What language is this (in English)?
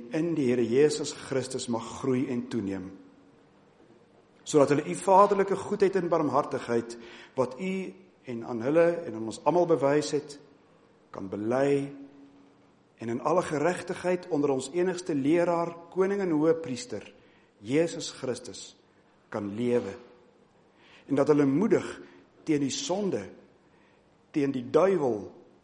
Afrikaans